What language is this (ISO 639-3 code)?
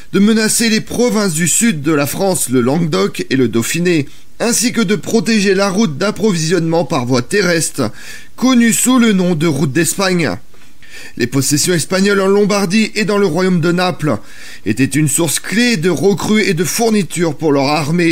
fra